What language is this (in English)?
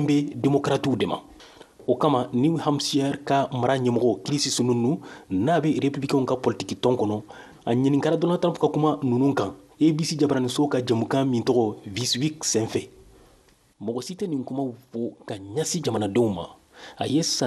Bambara